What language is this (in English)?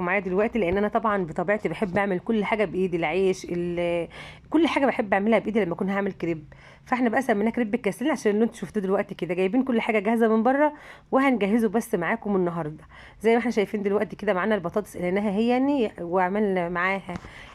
Egyptian Arabic